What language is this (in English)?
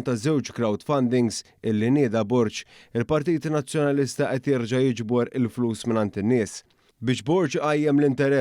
Maltese